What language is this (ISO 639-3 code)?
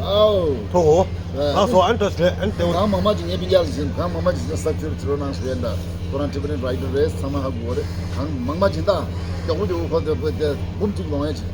bod